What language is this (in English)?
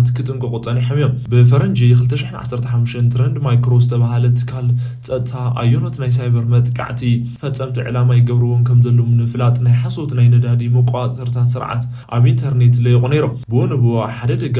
Tigrinya